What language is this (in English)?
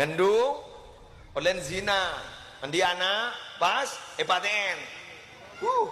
Madurese